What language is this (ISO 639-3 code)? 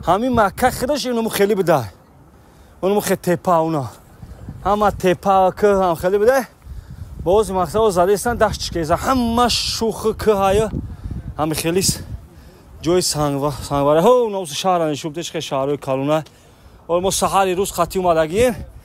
tgk